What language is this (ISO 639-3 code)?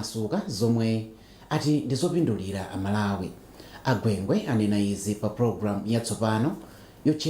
nya